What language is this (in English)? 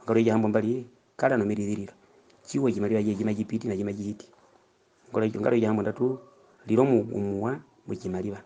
Herero